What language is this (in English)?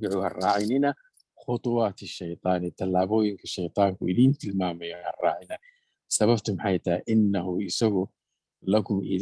Somali